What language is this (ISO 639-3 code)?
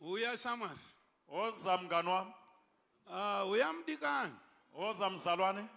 sna